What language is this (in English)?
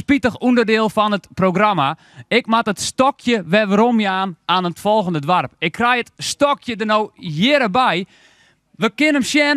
Western Frisian